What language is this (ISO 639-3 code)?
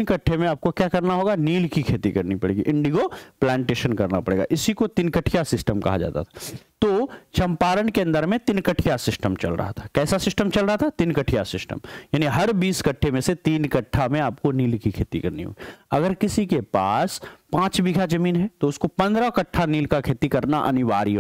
hin